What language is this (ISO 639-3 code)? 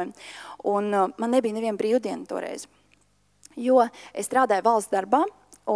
lav